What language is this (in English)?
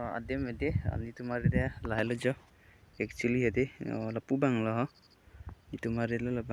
Karbi